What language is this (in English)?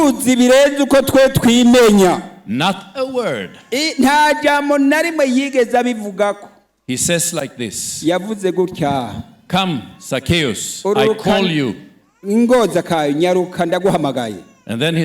Rundi